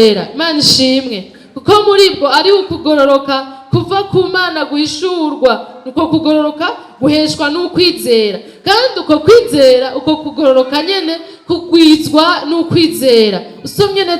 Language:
Rundi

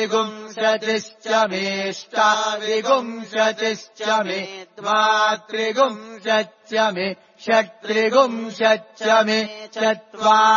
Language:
Sanskrit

